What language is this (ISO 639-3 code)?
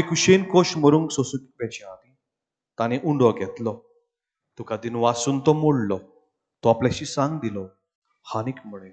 kok